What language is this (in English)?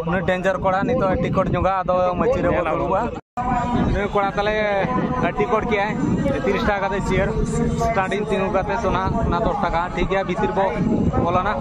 Santali